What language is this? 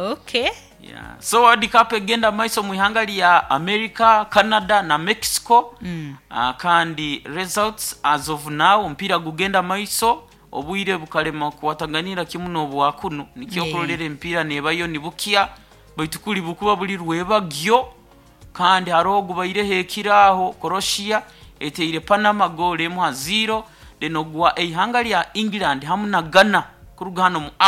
Nyoro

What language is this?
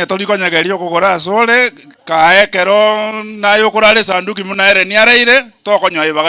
Gusii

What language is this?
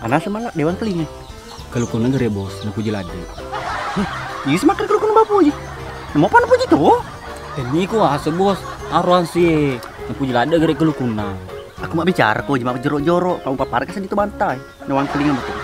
Buginese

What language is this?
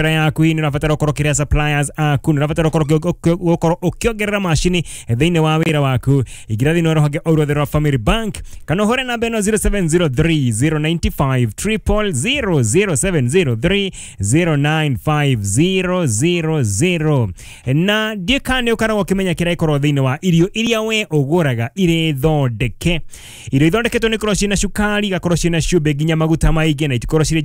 Kikuyu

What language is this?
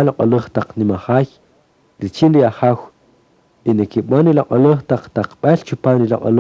Kaqchikel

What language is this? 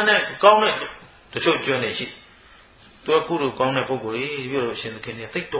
Burmese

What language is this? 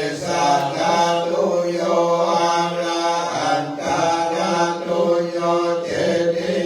Pali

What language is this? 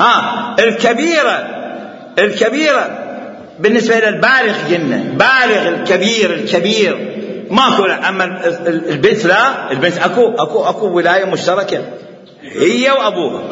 Mesopotamian Arabic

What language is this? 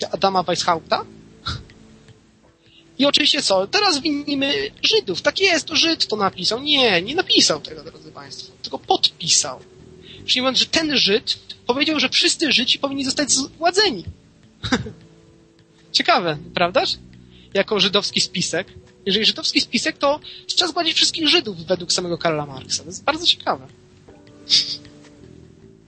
Polish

